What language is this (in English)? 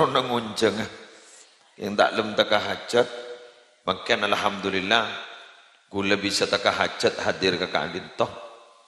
Madurese